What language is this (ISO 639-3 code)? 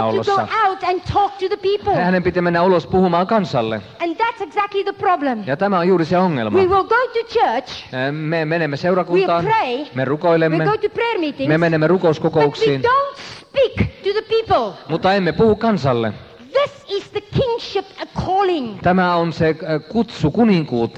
fin